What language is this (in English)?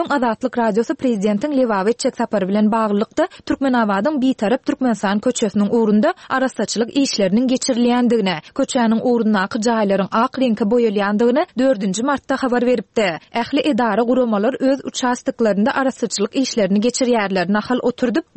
Turkmen